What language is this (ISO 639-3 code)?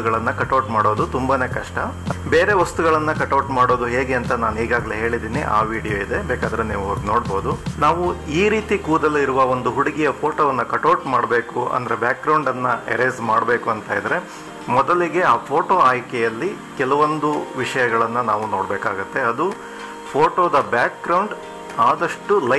kan